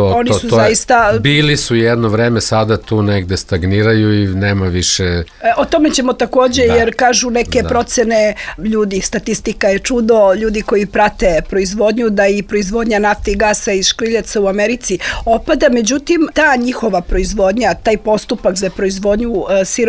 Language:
Serbian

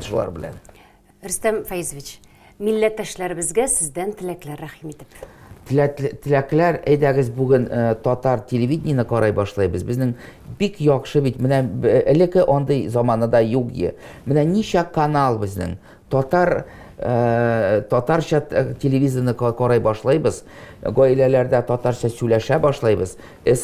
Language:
Tatar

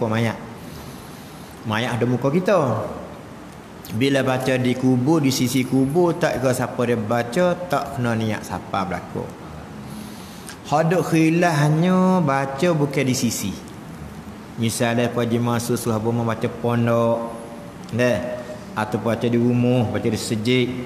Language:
Malay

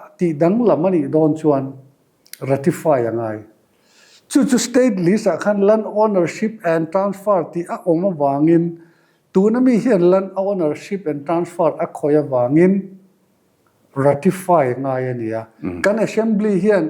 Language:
Mizo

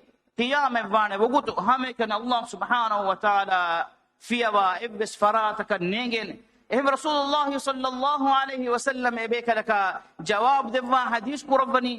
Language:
Divehi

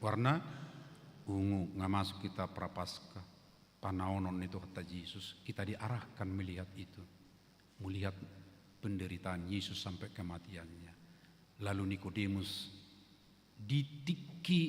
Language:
Batak Toba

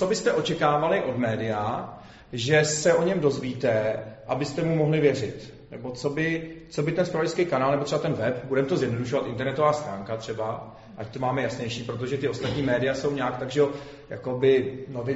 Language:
Czech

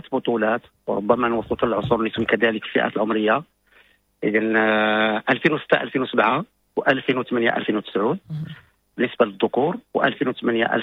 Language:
Moroccan Arabic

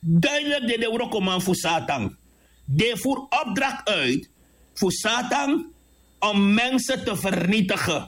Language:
Sranan Tongo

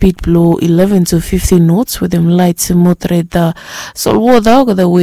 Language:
Bislama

